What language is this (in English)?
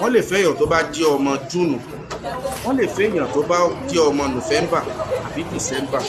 Yoruba